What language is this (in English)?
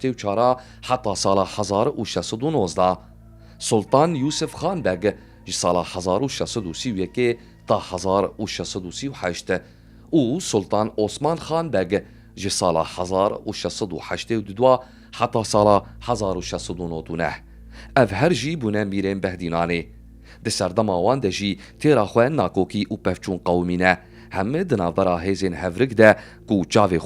Kurdish